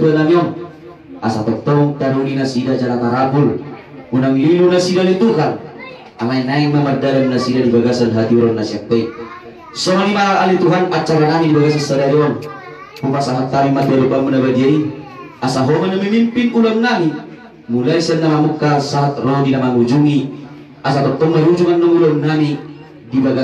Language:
Batak Toba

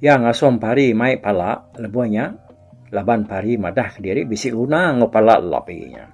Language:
Iban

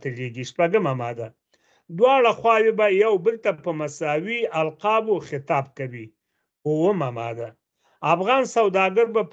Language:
Pashto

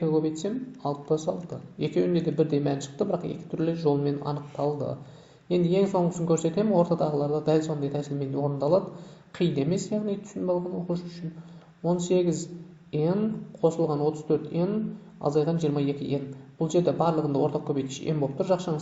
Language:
Kazakh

